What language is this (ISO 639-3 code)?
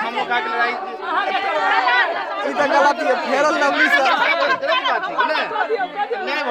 mai